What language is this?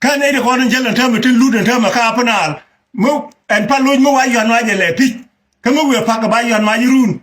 Nuer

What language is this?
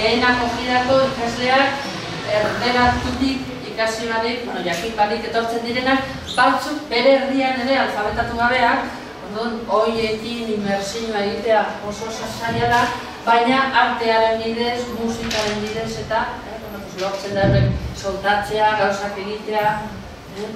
Basque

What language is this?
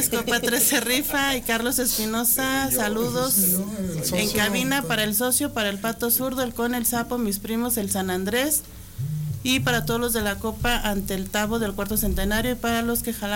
Spanish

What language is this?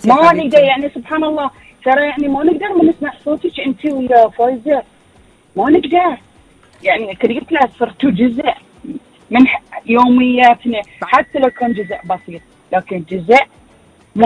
Gulf Arabic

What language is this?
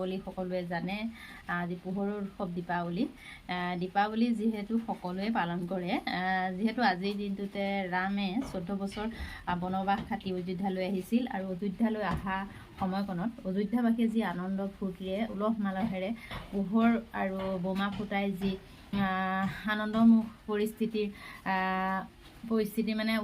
Assamese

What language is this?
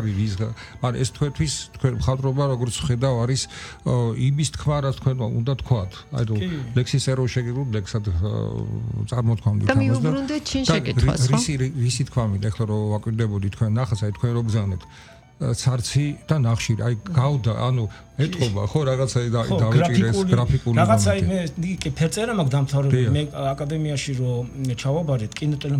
Georgian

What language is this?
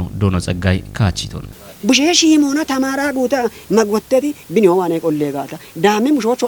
Kafa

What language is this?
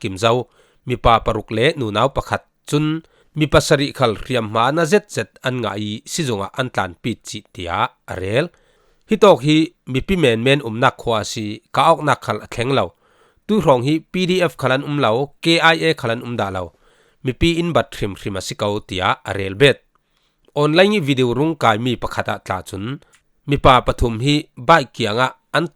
Falam Chin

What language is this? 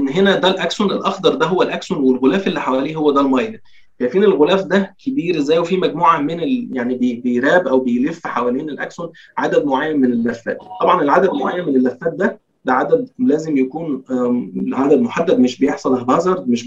Egyptian Arabic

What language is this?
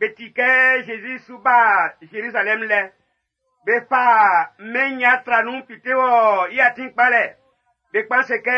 Baoulé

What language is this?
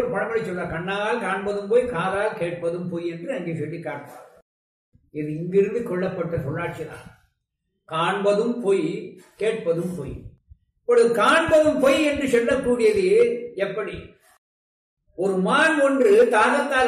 Tamil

